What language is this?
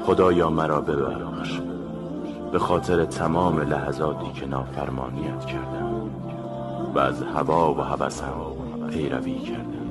Tajik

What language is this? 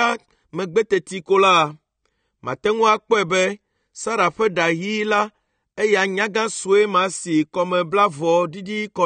Ewe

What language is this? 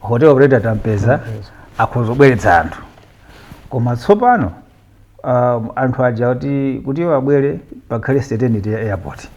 Nyanja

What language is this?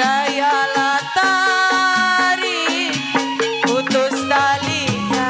Betawi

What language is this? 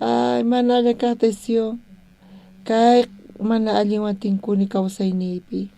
South Bolivian Quechua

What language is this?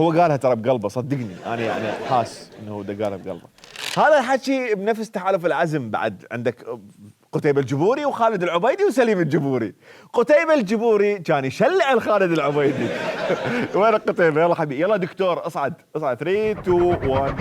Mesopotamian Arabic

